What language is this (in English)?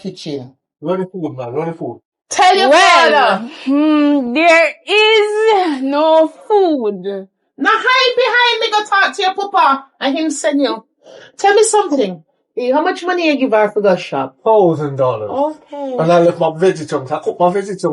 Jamaican Creole English